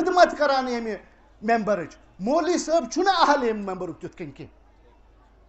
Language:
Kashmiri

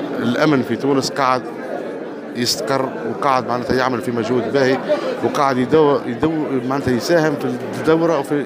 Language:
Tunisian Arabic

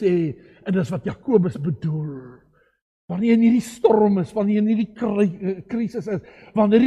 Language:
Afrikaans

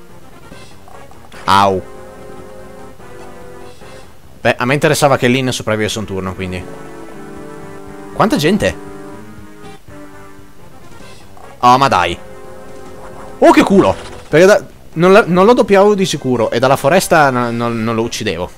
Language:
Italian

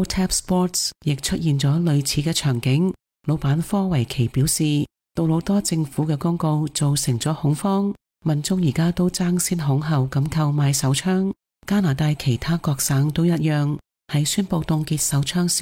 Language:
Cantonese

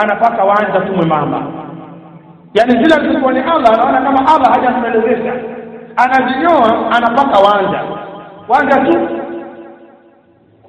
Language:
Swahili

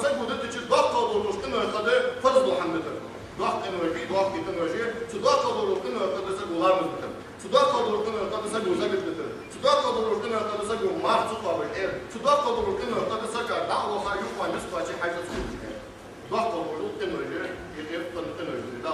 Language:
Ingush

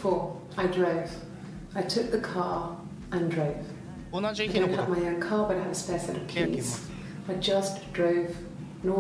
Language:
Japanese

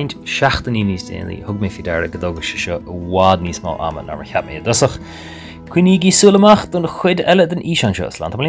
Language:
Irish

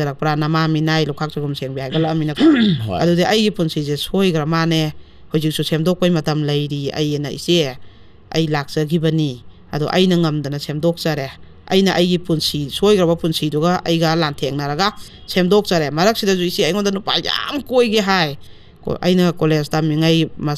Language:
Manipuri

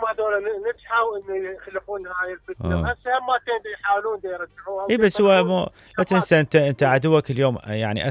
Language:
Mesopotamian Arabic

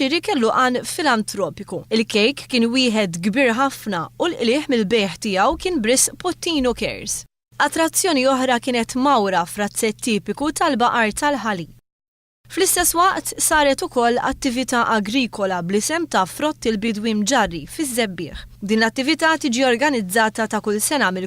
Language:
Maltese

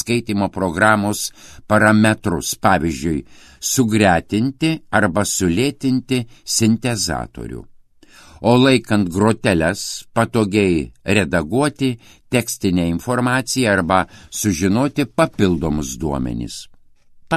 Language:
Lithuanian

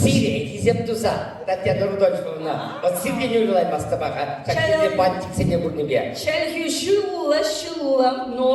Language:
Chuvash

